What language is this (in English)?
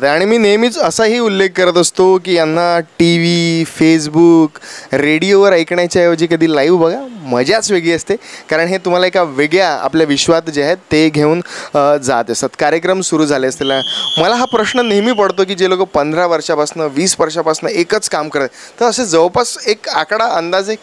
Marathi